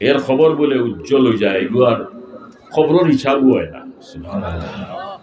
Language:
Sylheti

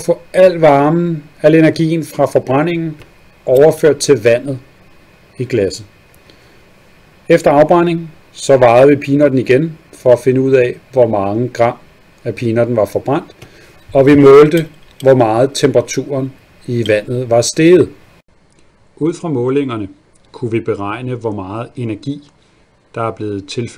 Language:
Danish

